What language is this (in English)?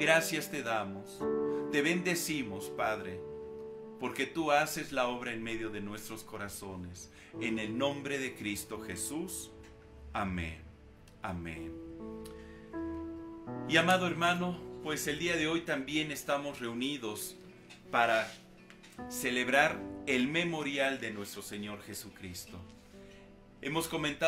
Spanish